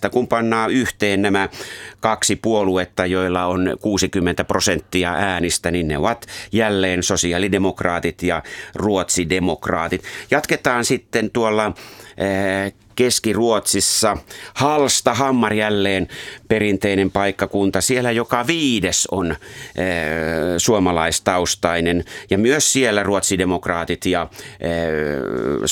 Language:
Finnish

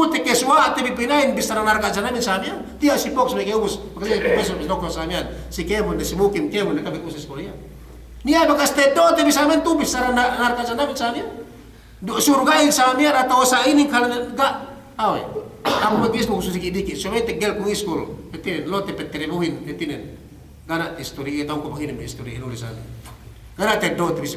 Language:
Yakan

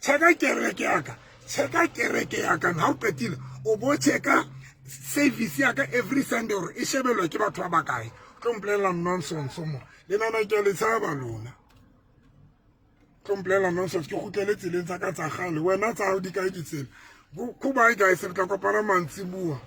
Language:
Southern Sotho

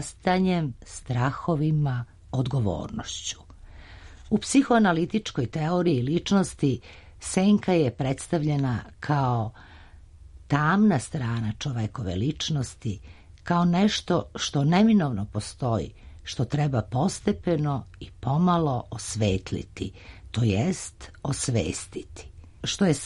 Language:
Serbian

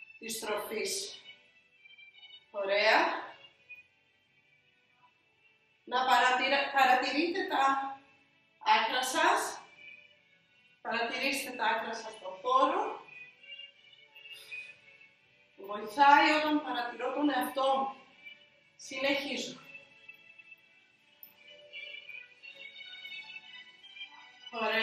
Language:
Greek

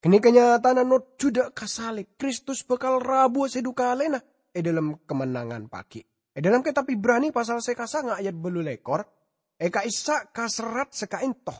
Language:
Madurese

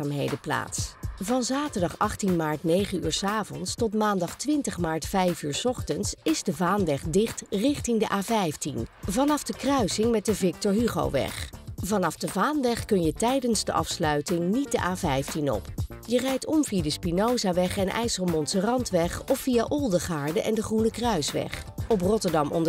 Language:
Dutch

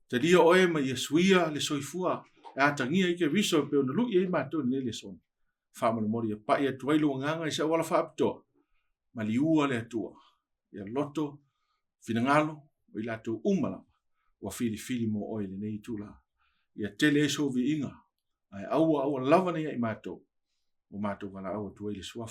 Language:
Samoan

